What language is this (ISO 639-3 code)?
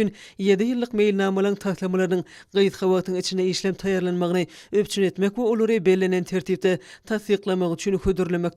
tuk